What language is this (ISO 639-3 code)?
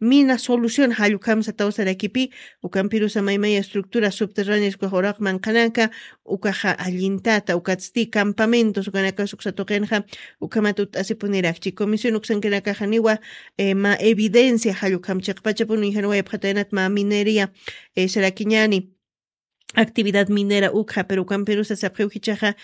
aym